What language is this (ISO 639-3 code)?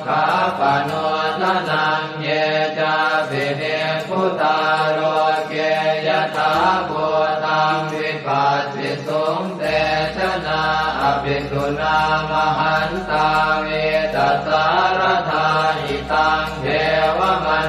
pli